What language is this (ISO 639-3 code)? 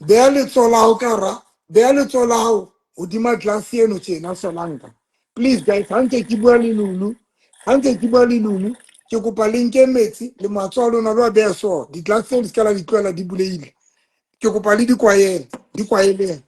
sot